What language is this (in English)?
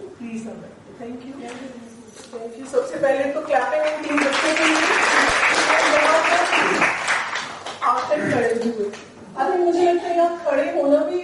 Hindi